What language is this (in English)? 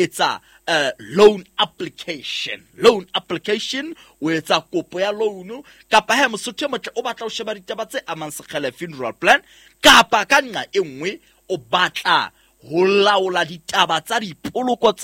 Southern Sotho